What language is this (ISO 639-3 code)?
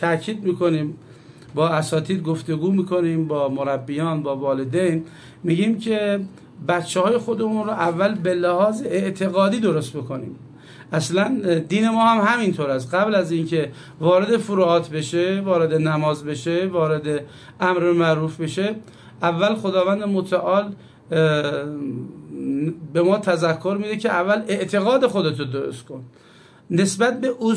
fas